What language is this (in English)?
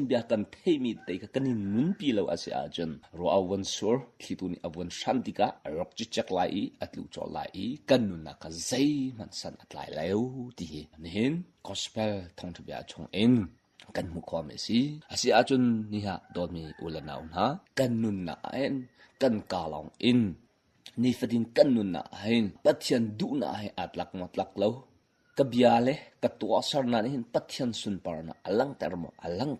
Hakha Chin